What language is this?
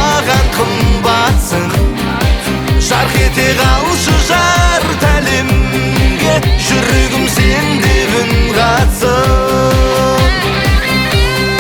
Kazakh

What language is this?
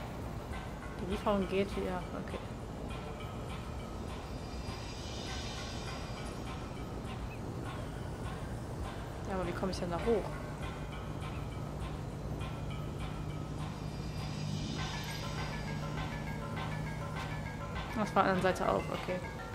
German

